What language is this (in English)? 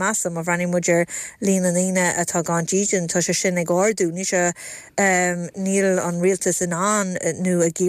Irish